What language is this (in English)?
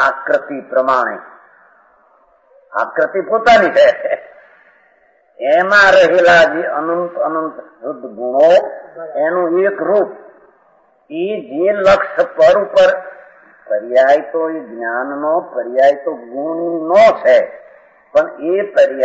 Gujarati